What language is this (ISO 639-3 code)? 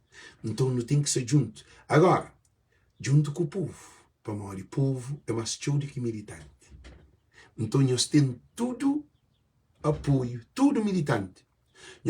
kea